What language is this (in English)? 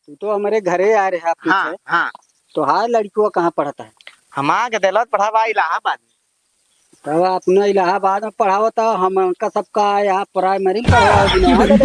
Awadhi